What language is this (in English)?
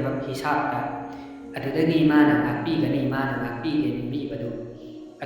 Manipuri